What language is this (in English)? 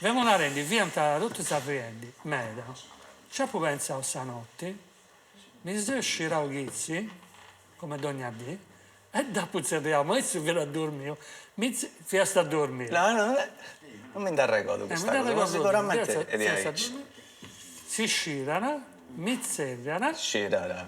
Sardinian